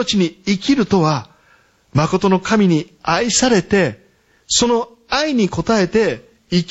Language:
Japanese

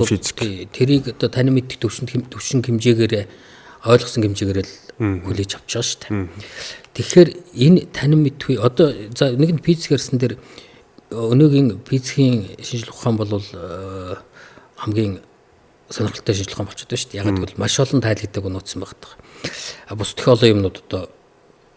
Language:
Mongolian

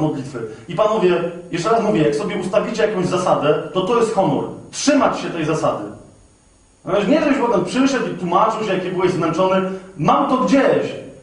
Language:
Polish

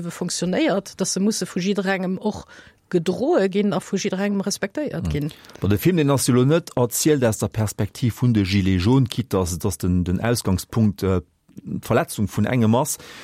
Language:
Luxembourgish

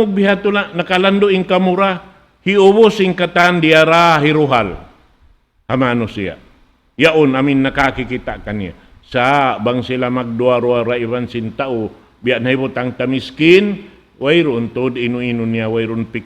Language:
Tausug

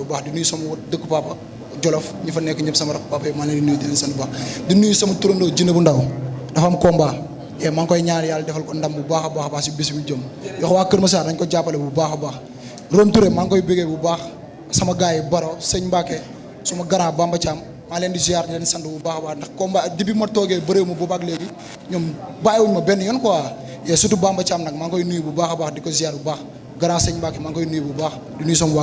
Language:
Wolof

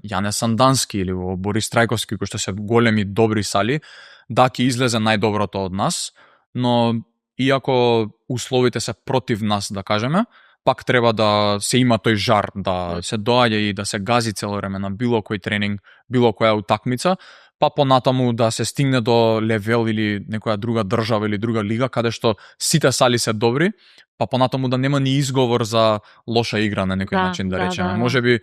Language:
Macedonian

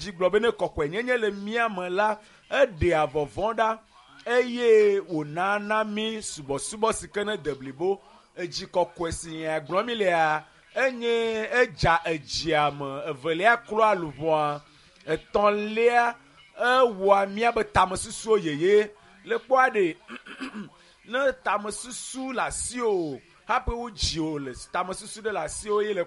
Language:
Ewe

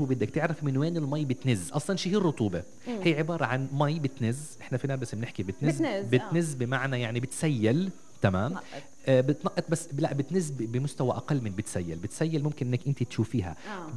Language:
North Levantine Arabic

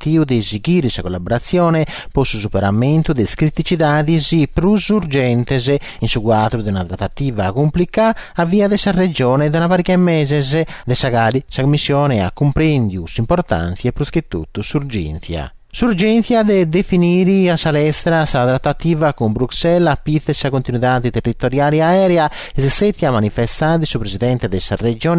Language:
Sardinian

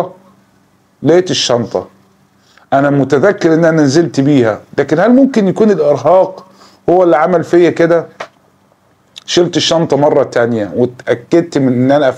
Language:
Egyptian Arabic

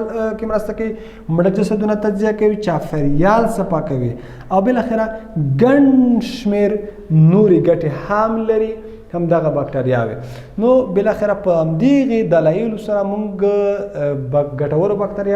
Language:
Pashto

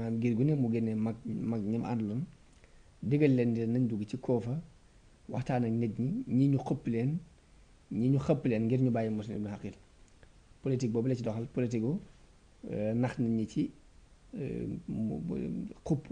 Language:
Wolof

